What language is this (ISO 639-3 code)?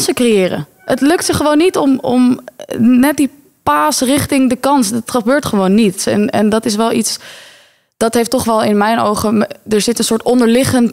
nld